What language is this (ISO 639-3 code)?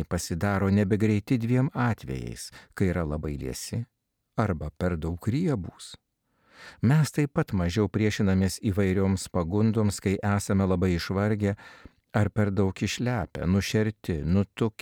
lit